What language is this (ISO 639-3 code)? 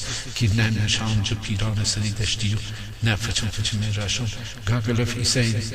glk